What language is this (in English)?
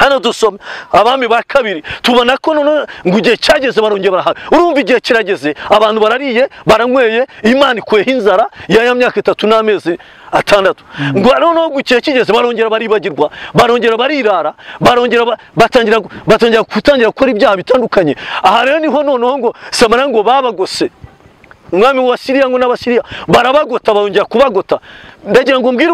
Kinyarwanda